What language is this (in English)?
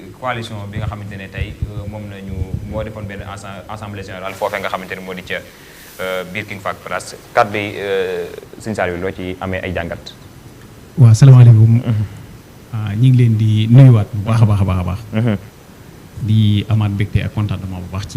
Wolof